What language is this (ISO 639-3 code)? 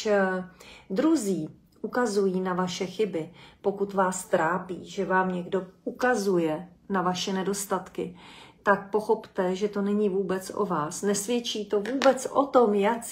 ces